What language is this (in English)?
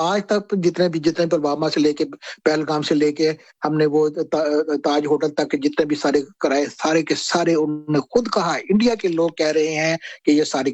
Urdu